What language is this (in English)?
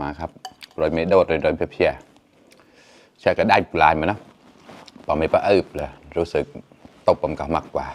Mon